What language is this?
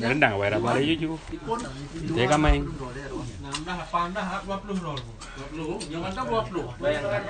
Achinese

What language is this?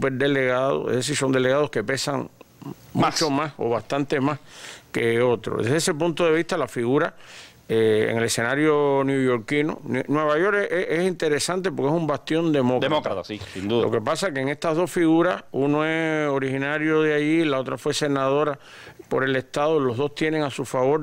Spanish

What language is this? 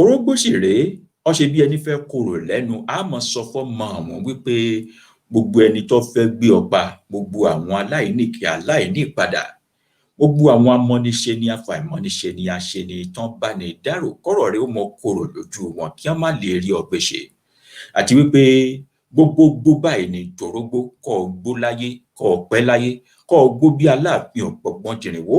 Yoruba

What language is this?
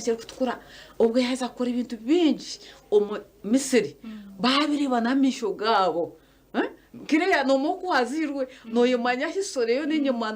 Nyankole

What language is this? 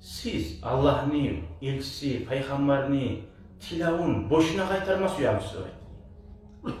Kumyk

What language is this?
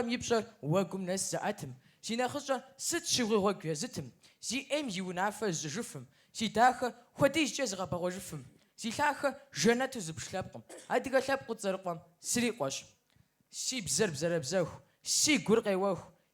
Kabardian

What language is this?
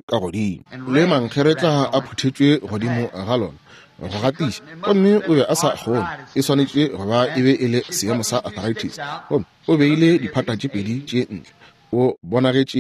Northern Sotho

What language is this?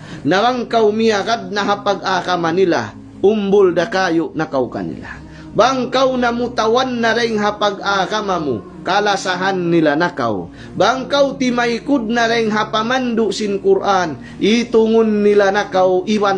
Tausug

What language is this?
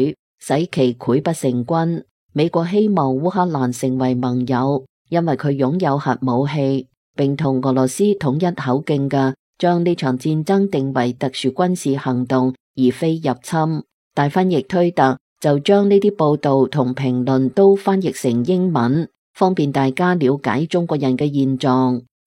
Cantonese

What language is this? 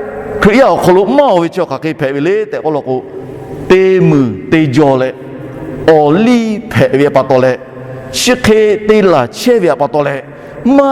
Lahu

